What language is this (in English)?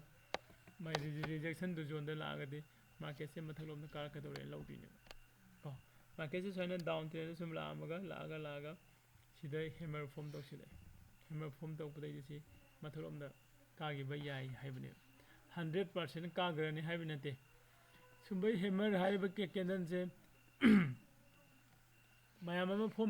Manipuri